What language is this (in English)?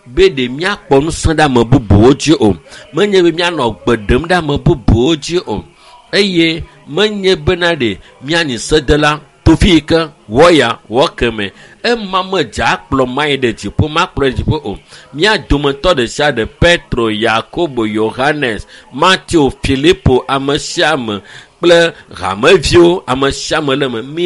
Ewe